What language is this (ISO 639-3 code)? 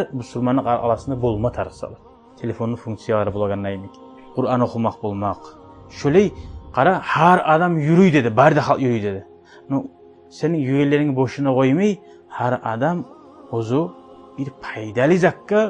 kum